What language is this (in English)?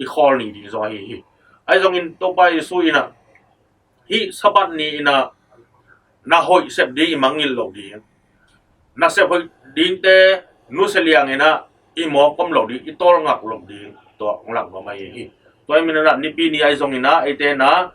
Tedim Chin